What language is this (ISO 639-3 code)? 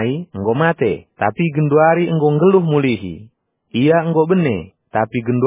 btx